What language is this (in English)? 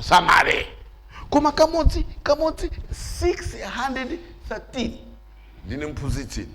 Nyanja